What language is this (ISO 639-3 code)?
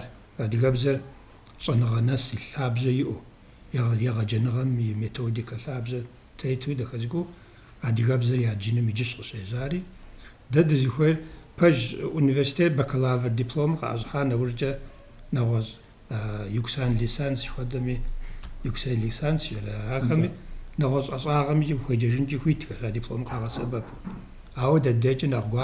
kbd